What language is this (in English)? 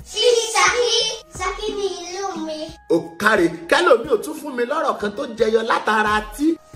Yoruba